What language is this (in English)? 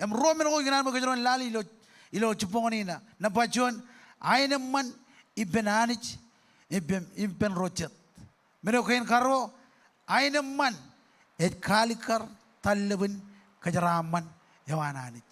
Marshallese